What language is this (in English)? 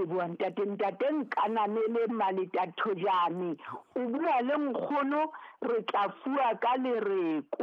Southern Sotho